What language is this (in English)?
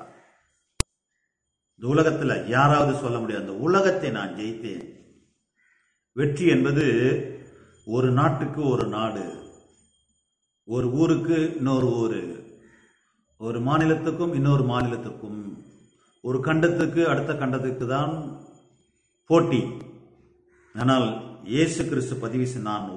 Tamil